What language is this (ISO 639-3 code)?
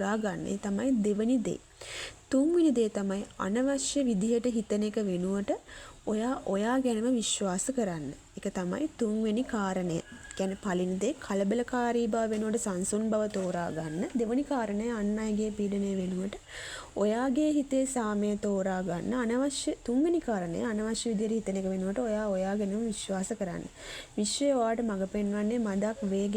sin